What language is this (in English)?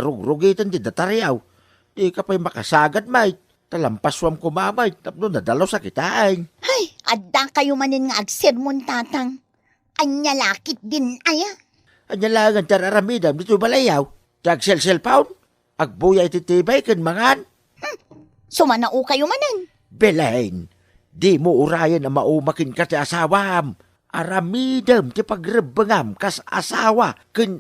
Iloko